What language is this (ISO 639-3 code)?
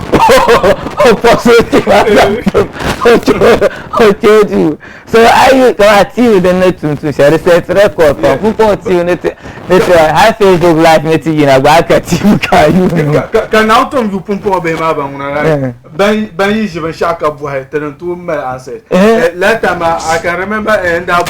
dag